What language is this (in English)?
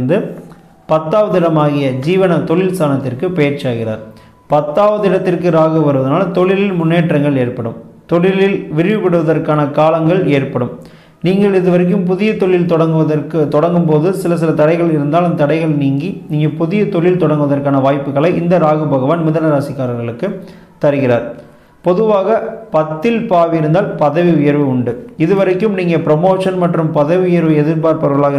Tamil